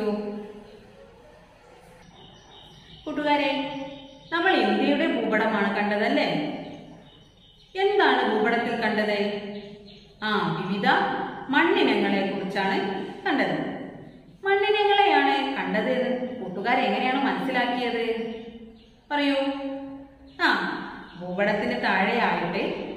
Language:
Malayalam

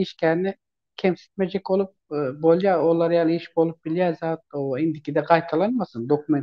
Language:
Turkmen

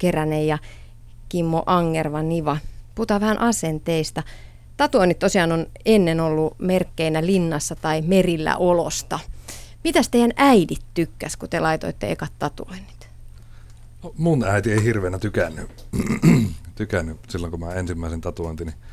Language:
Finnish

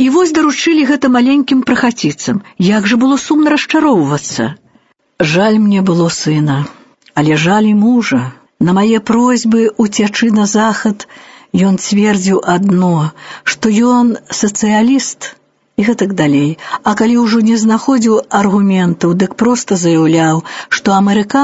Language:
Belarusian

